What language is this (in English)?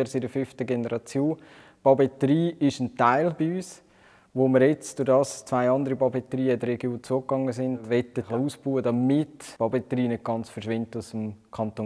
Swiss German